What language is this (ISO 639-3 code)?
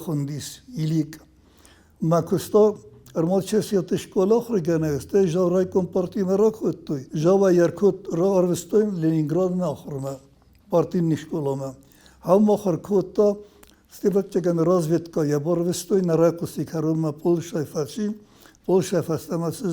oss